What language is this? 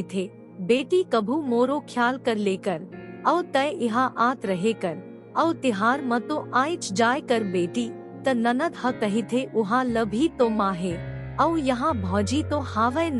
Chhattisgarhi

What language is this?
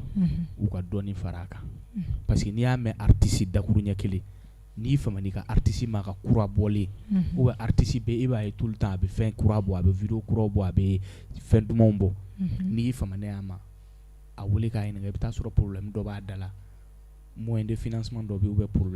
Bambara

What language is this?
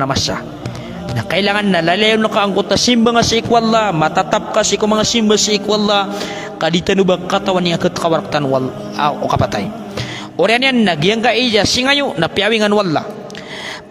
Maranao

